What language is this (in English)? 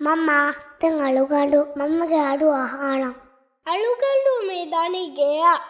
Divehi